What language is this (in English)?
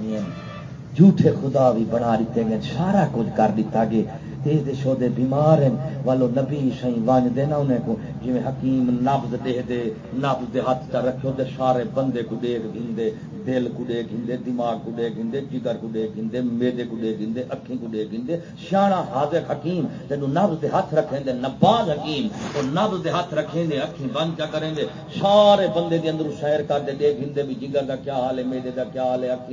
Saraiki